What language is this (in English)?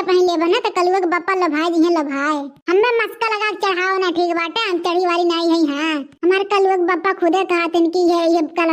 Awadhi